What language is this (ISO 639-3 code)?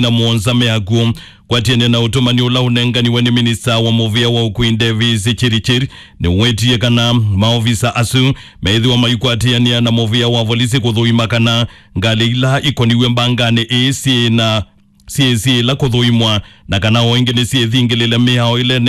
kam